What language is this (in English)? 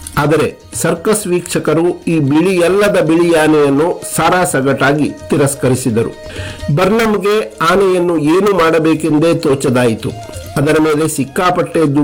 Kannada